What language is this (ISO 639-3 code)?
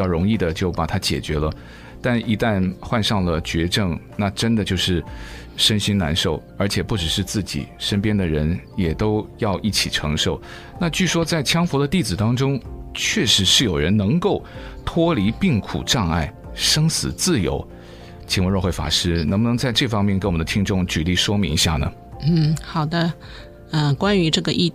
zho